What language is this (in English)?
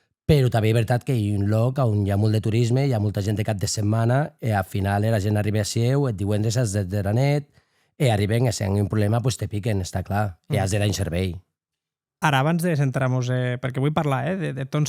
Occitan